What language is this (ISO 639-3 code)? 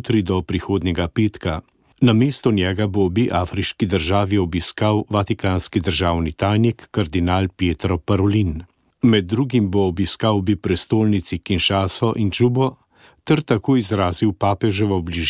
slv